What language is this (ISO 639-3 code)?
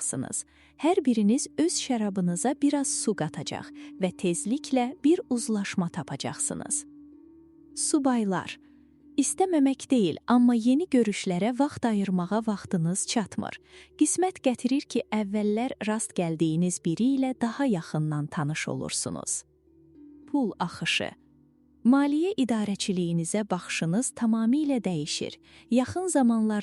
aze